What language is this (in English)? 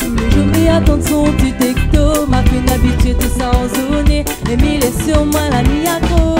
Réunion Creole French